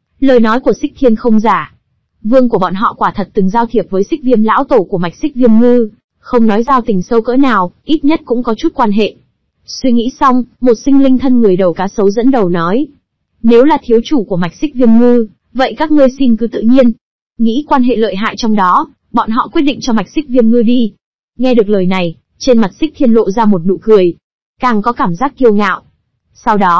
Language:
Vietnamese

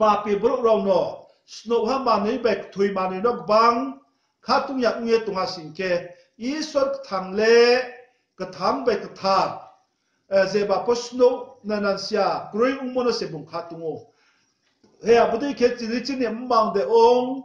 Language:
Riang (India)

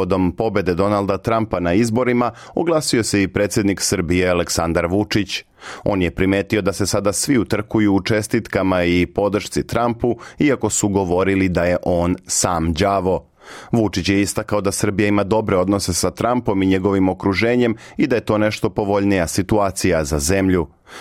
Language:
Serbian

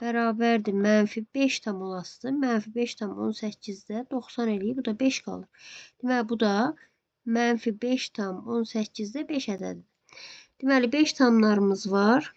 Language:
Azerbaijani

